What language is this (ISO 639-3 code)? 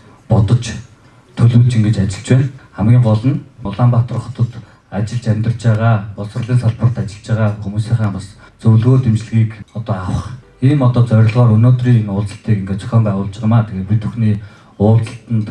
mon